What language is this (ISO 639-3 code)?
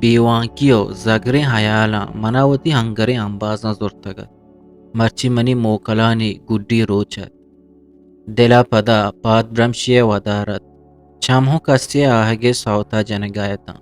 bgp